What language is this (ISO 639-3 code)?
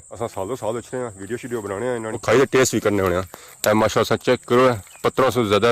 phr